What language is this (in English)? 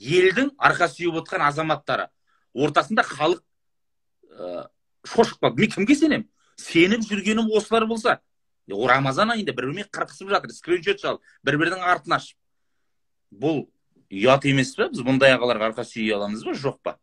Kazakh